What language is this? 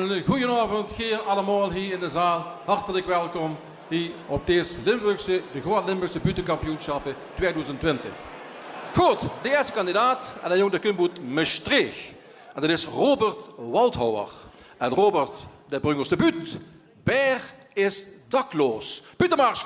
Limburgish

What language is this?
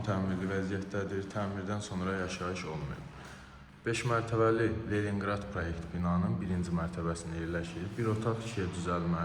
Azerbaijani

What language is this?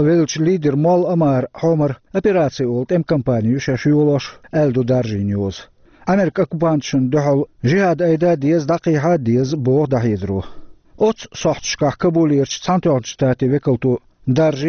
Chechen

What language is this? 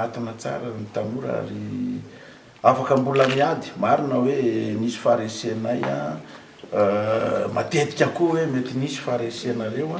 Malagasy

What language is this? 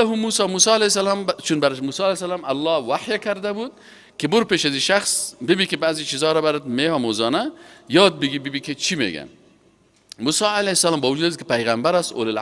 Persian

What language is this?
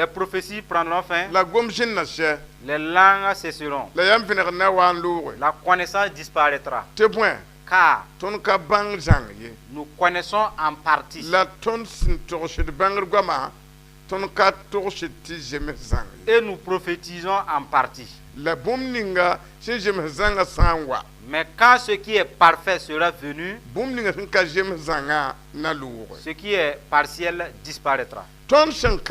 Mossi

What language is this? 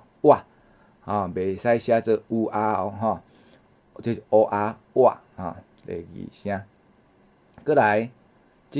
Min Nan Chinese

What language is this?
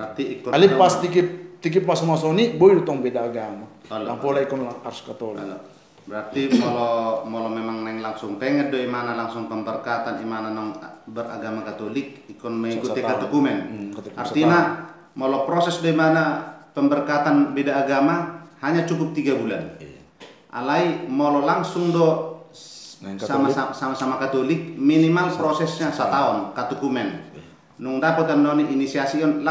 Batak Toba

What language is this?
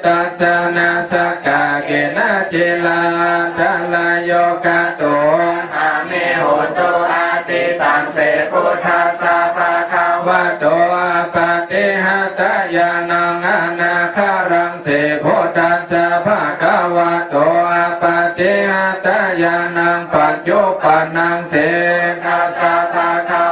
Pali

